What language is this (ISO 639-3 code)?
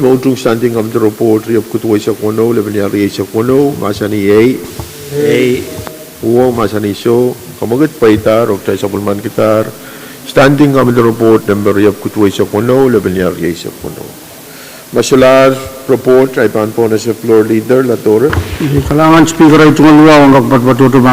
pon